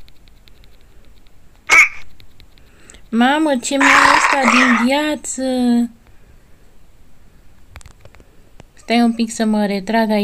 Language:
Romanian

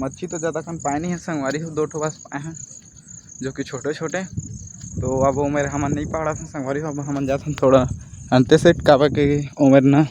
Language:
Chhattisgarhi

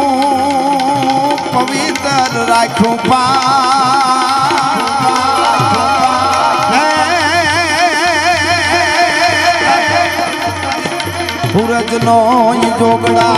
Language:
Gujarati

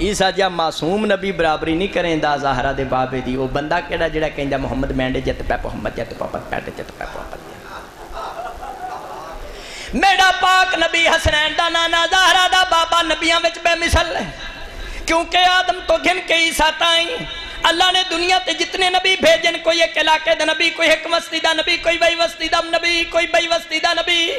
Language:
Saraiki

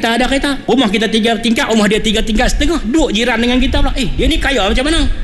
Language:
Malay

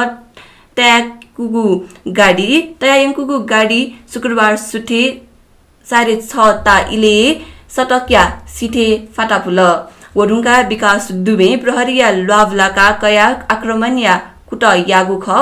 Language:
Newari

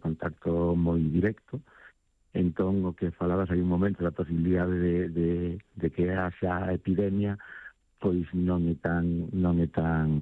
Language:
Galician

